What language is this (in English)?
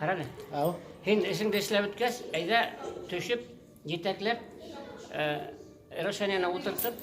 Bashkir